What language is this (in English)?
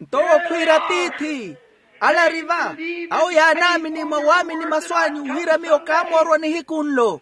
Makhuwa